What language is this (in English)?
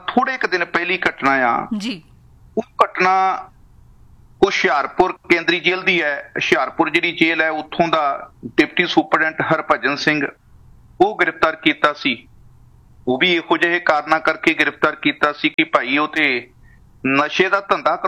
Punjabi